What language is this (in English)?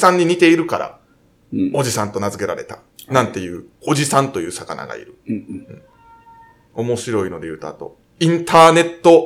Japanese